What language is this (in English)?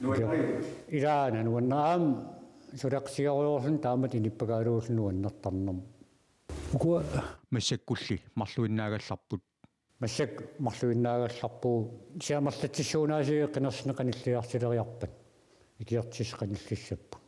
Kalaallisut